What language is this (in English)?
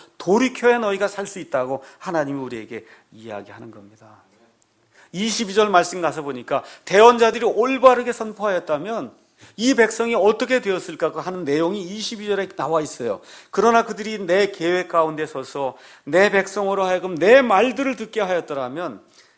Korean